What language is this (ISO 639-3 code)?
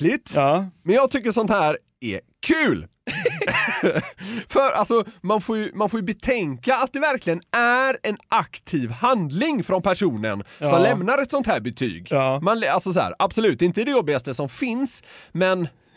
swe